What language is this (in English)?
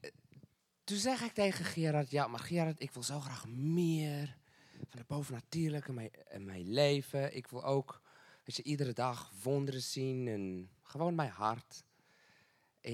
Dutch